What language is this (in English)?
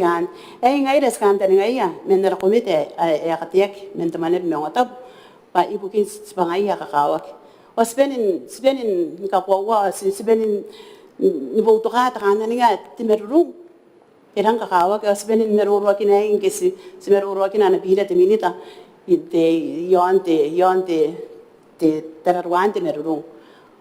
Gilbertese